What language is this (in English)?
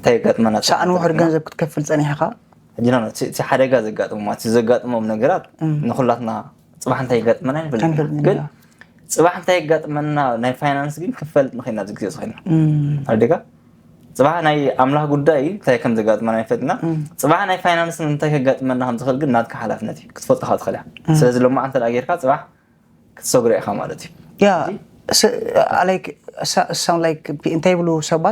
Tigrinya